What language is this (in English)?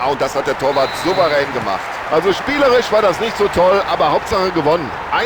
Bavarian